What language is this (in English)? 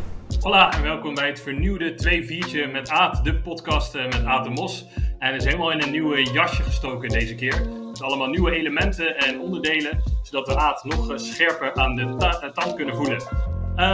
Dutch